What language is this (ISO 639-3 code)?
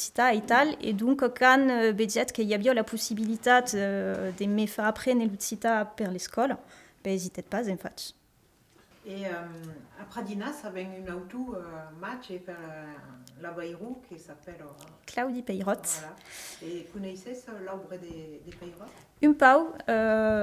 oci